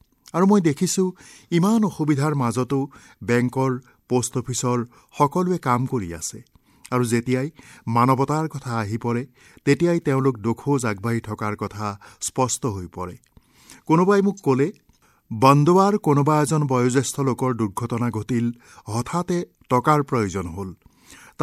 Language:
Assamese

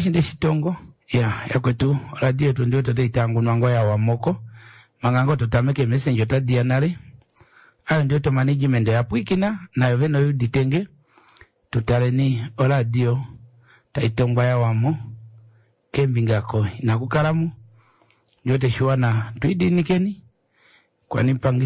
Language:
Kuanyama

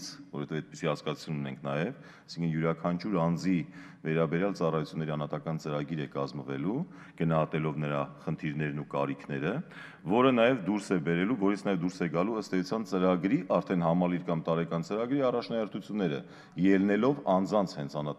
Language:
Armenian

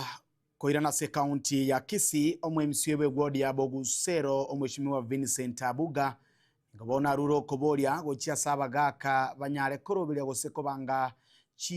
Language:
Gusii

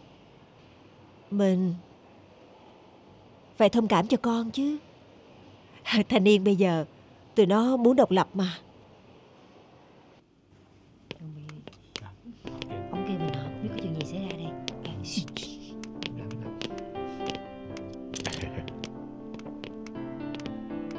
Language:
Vietnamese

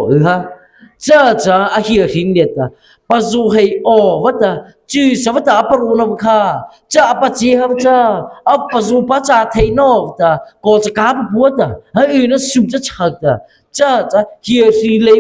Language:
Mara Chin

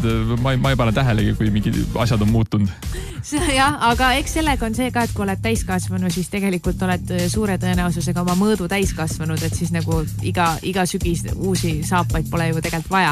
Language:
Estonian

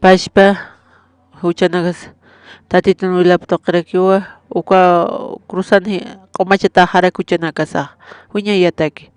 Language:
Aymara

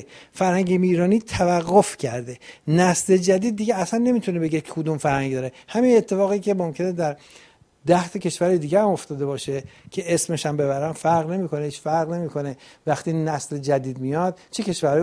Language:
Persian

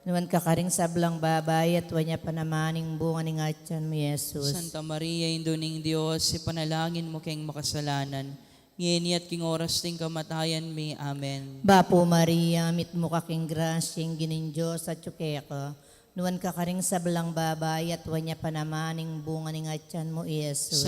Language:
Pampanga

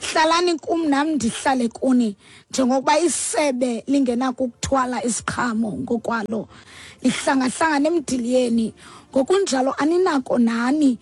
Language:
Xhosa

